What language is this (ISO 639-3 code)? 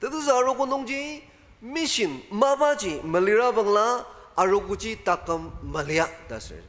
njo